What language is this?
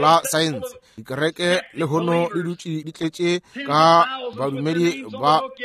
Northern Sotho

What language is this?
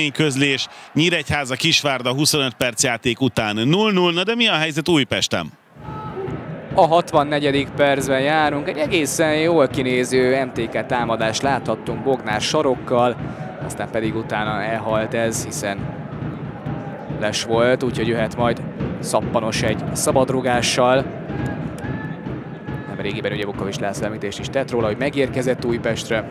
Hungarian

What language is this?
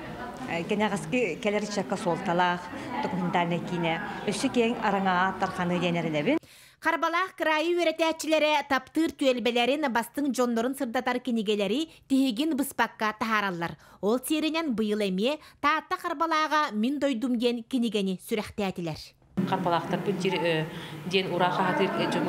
Yakut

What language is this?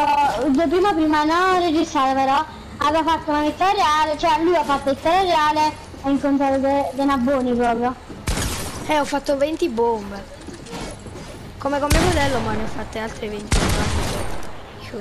Italian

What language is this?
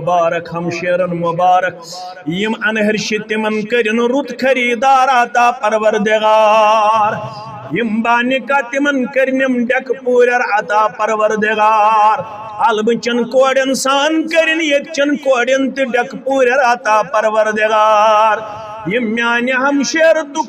Kashmiri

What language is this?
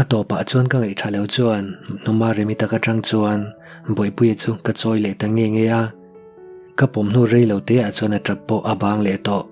Mizo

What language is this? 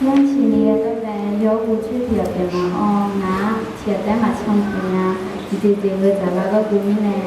Akha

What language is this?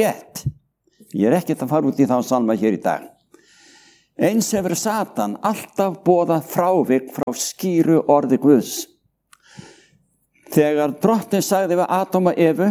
Icelandic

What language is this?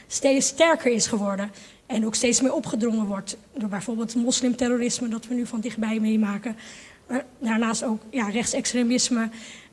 Dutch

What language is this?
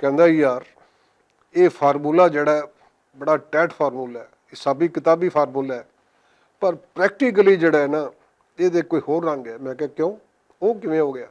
Western Panjabi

